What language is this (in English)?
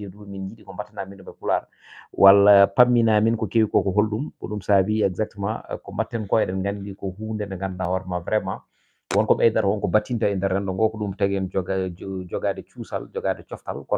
Fula